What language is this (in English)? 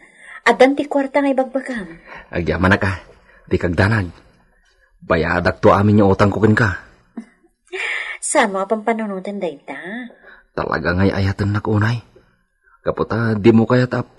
Iloko